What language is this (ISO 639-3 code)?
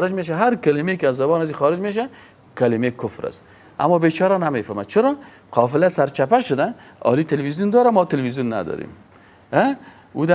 fas